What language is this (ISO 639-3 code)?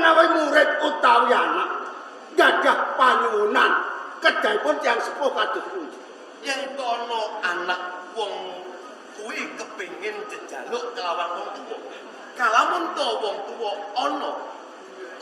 jav